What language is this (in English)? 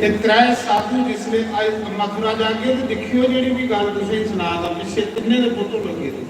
Dogri